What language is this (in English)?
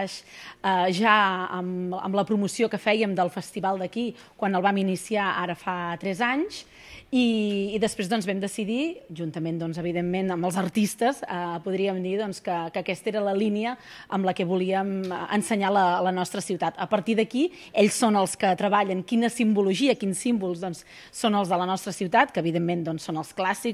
Catalan